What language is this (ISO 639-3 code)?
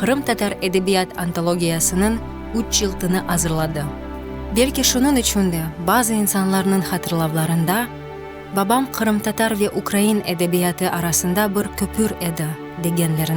crh